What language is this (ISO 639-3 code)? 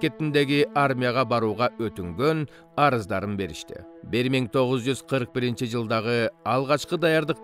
kir